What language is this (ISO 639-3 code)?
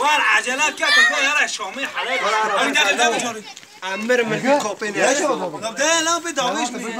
kur